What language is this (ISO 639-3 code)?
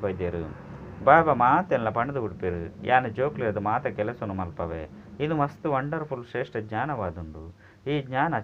tcy